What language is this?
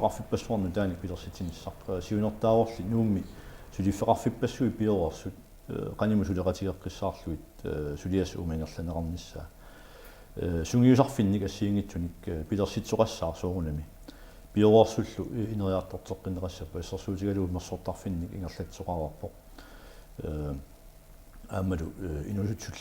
Kalaallisut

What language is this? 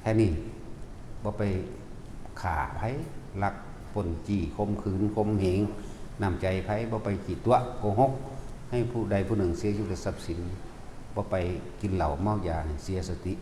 Northeastern Thai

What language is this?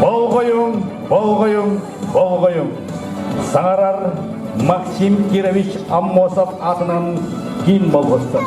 Yakut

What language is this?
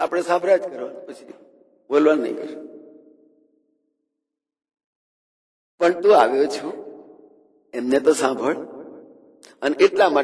Gujarati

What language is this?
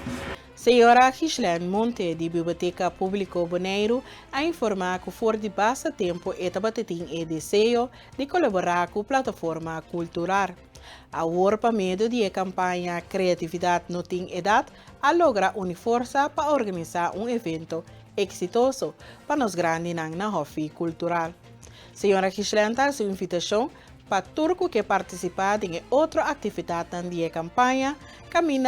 Papiamento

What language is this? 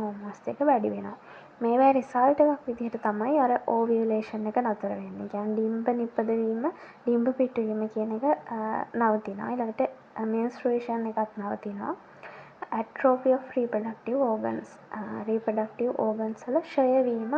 Sinhala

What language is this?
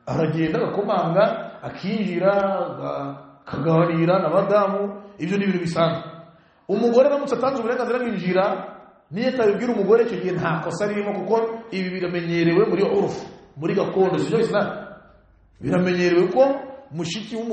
Kinyarwanda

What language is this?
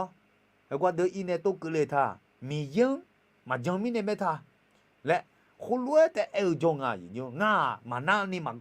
Akha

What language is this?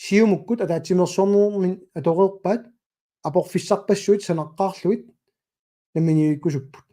Kalaallisut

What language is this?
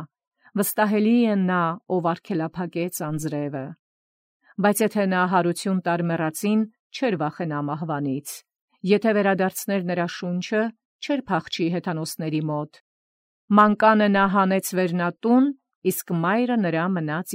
Armenian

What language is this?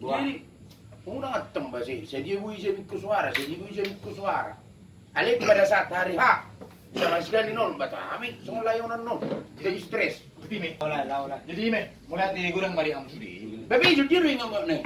Batak Toba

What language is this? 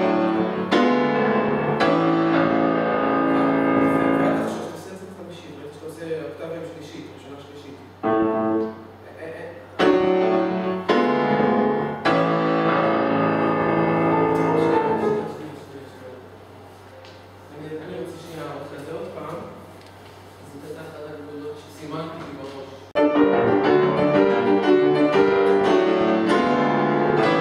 Hebrew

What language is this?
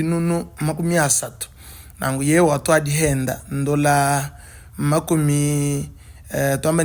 Luba-Lulua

